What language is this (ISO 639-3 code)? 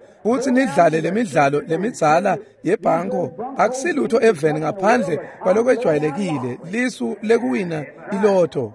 ssw